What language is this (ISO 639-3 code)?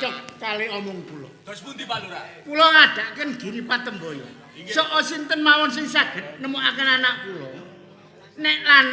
jav